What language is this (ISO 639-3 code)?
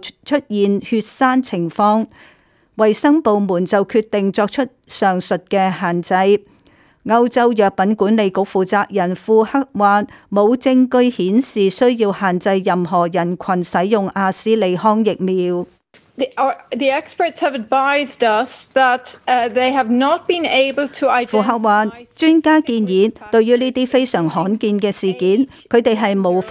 yue